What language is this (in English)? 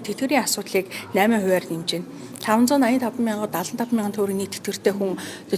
Mongolian